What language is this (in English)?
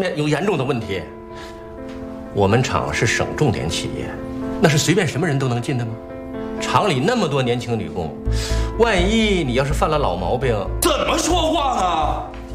Chinese